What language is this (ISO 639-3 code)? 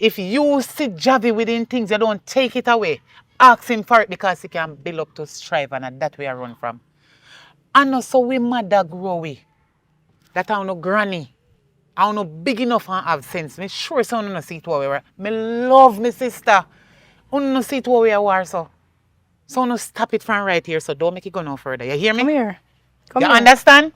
jam